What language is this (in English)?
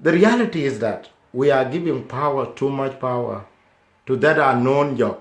Dinka